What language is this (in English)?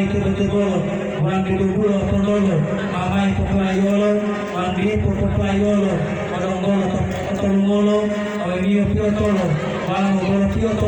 Gorontalo